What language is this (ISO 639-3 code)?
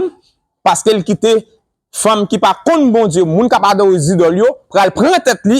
hat